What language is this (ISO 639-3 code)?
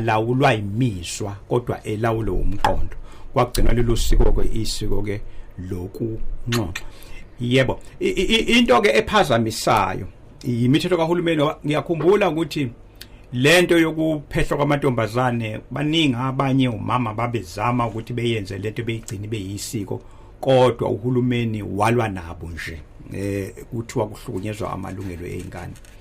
zul